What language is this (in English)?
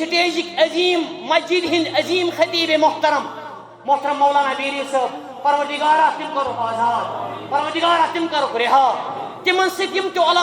Kashmiri